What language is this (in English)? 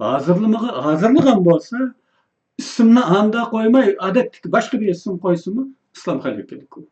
Uyghur